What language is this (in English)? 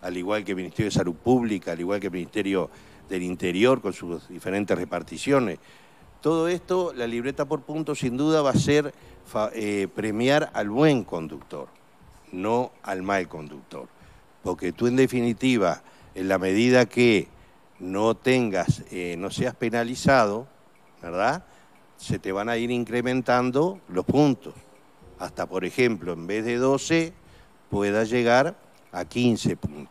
Spanish